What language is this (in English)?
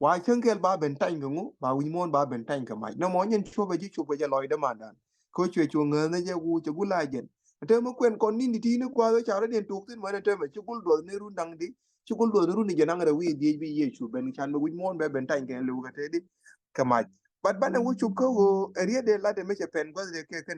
Nuer